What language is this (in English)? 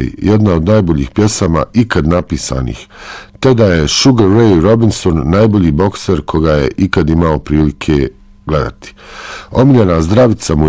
Bosnian